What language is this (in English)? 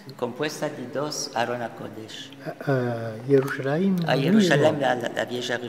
Ladino